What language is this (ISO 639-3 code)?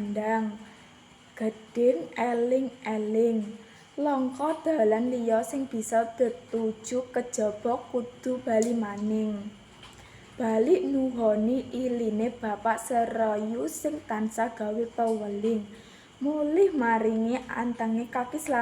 jav